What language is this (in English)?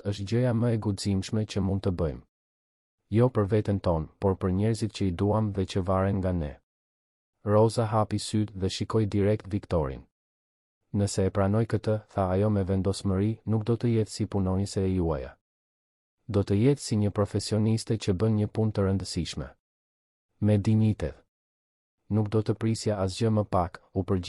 Albanian